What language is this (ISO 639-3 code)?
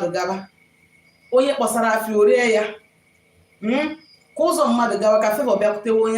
ibo